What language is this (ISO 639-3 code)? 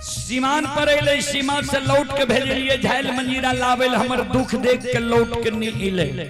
mai